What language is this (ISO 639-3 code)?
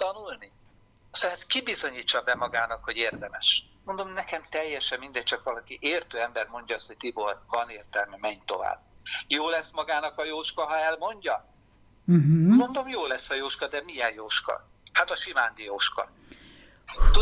hun